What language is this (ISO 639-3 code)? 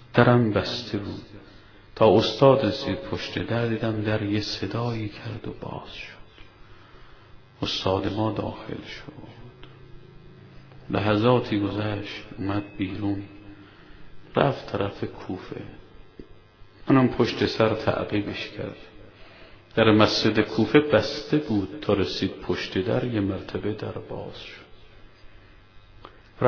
fas